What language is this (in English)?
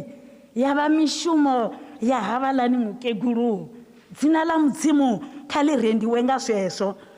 Venda